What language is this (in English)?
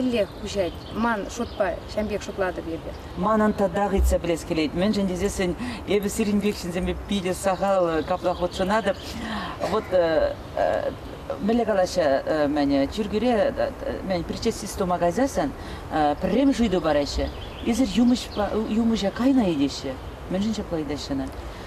Chuvash